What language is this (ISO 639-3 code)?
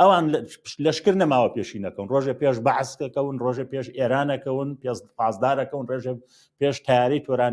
ckb